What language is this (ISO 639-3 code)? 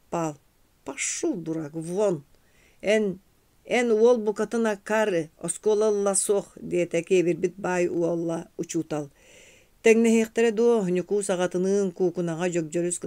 sah